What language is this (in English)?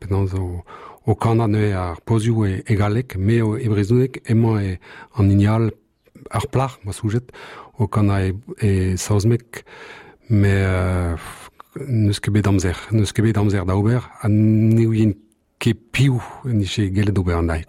Breton